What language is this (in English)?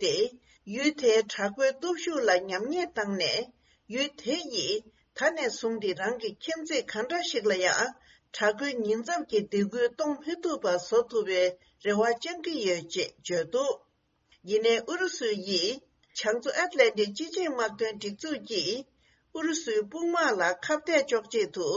Tibetan